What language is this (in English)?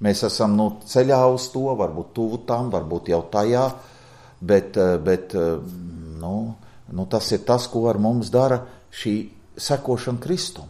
Latvian